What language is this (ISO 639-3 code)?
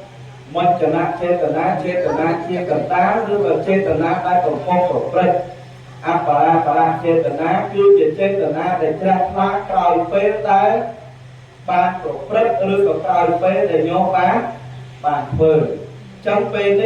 khm